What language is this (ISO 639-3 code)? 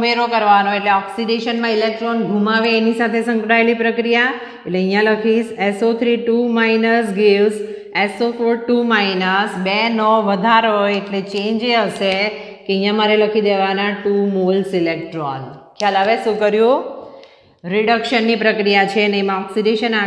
guj